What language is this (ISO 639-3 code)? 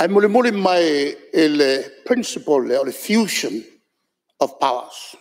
smo